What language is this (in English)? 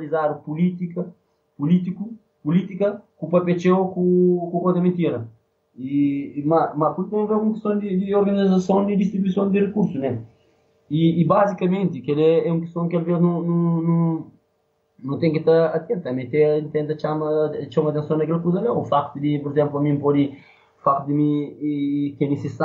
Portuguese